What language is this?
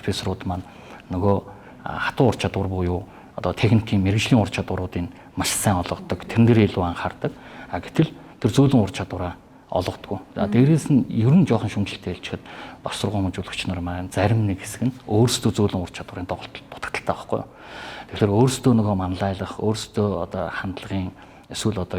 Mongolian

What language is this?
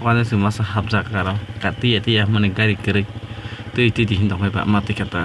Kok Borok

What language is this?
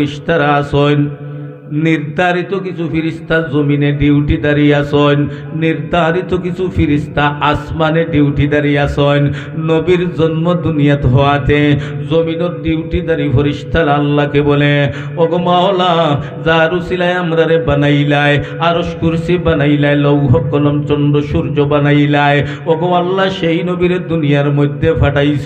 Sylheti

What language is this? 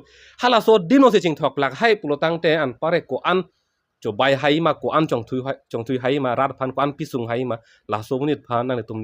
Karbi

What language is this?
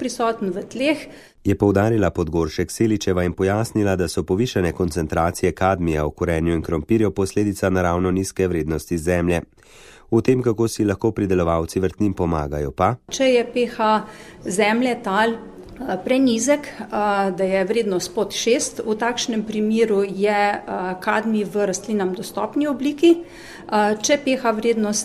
Slovenian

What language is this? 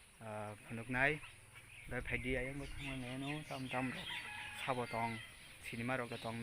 Kok Borok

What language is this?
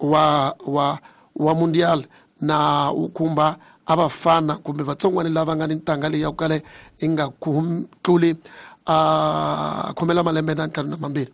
Tsonga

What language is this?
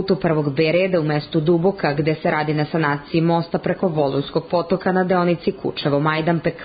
Serbian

